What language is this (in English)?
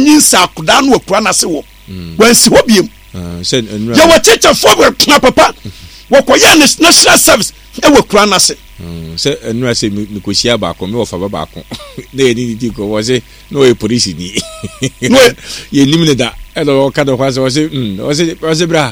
Akan